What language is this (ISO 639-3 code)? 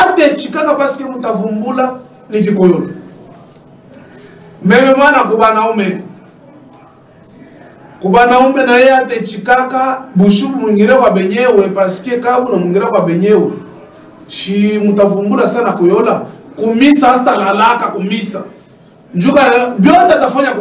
swa